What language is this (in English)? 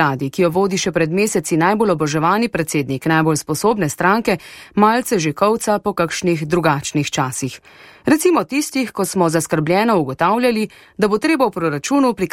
Slovenian